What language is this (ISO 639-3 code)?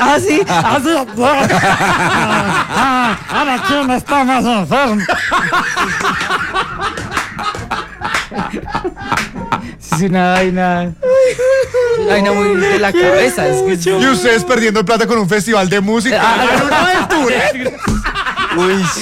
spa